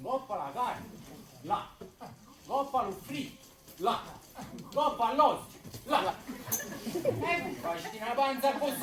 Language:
Neapolitan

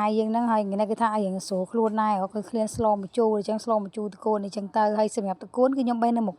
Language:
Khmer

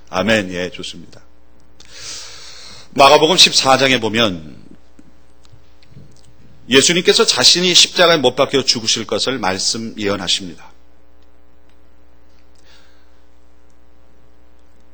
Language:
Korean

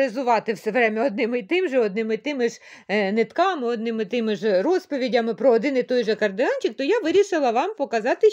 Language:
Ukrainian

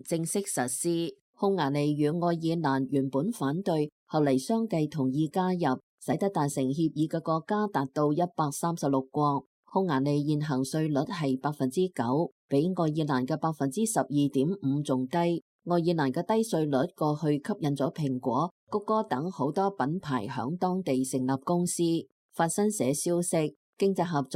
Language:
Cantonese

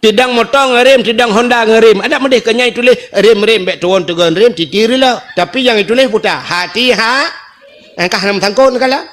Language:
Achinese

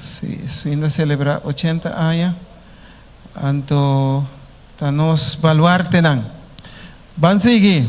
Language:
Papiamento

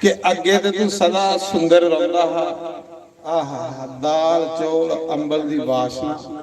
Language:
Dogri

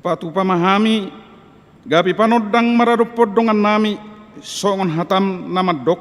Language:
Batak Toba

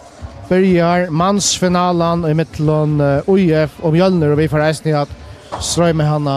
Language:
Faroese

